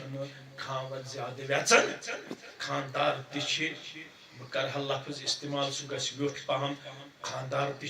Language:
Kashmiri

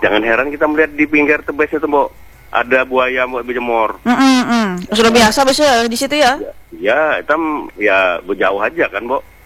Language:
Indonesian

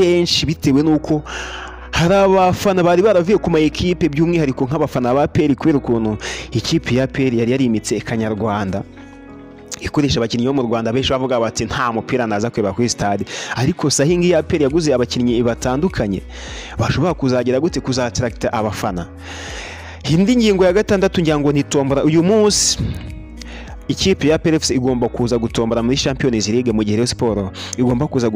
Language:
Kinyarwanda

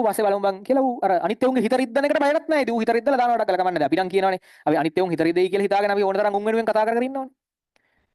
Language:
Sinhala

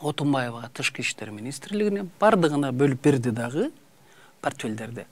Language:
Kyrgyz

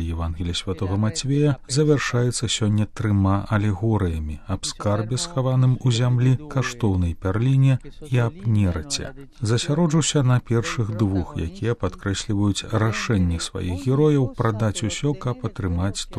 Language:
Belarusian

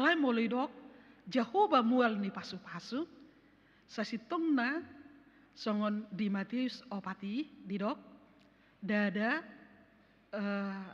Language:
Batak Toba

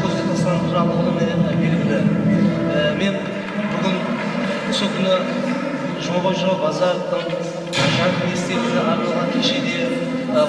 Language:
Kara-Kalpak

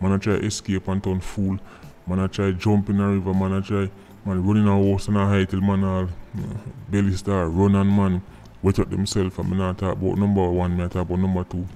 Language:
Jamaican Creole English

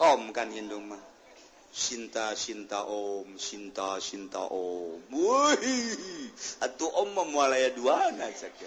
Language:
Sundanese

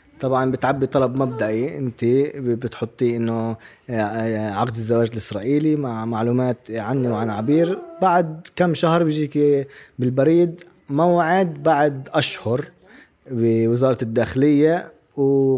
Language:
North Levantine Arabic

